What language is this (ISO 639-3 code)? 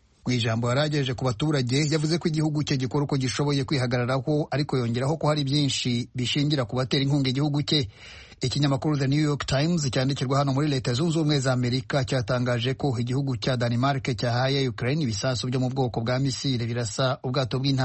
kin